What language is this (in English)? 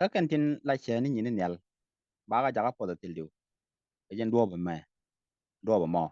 Nuer